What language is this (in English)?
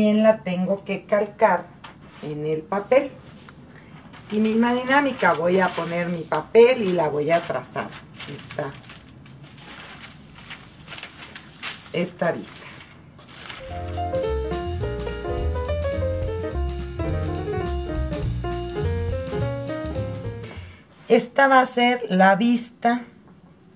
Spanish